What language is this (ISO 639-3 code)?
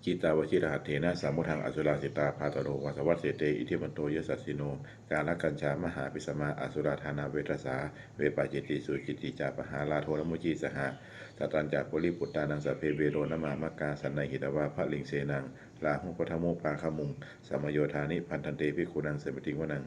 pli